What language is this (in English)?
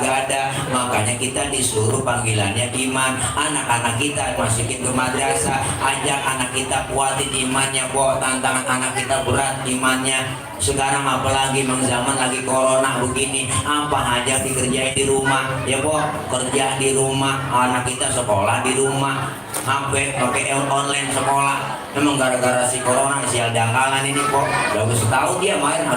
Betawi